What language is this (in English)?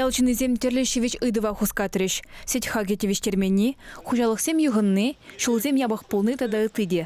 Chuvash